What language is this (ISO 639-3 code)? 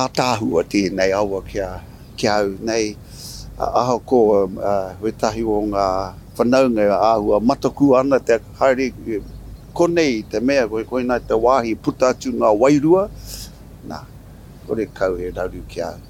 mri